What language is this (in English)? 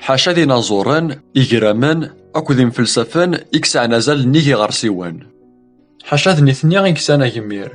Kabyle